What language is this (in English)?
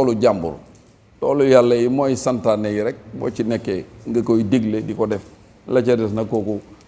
Wolof